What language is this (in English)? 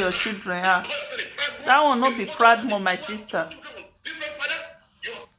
Nigerian Pidgin